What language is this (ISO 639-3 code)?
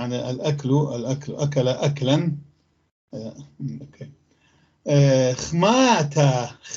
apc